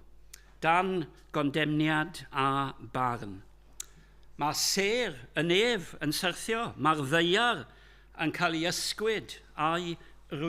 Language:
Welsh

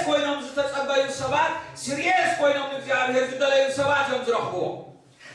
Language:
Tigrinya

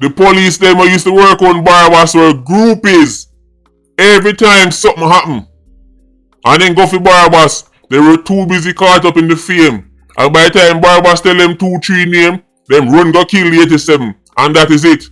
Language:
Jamaican Creole English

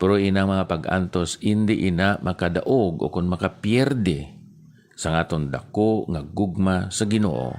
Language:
Hiligaynon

